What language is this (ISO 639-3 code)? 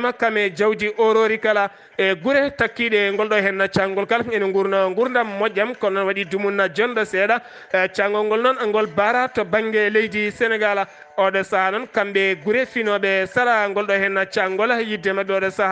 ful